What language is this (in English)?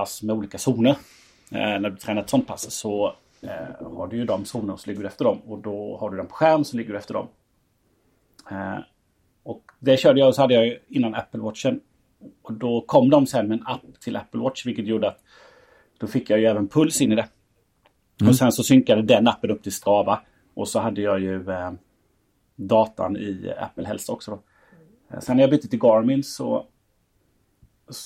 Swedish